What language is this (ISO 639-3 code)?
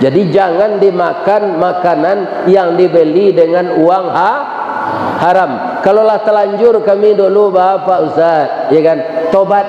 min